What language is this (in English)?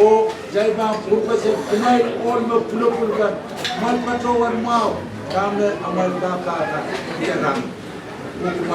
Pohnpeian